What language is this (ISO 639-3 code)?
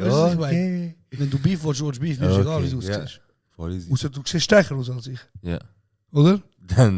gsw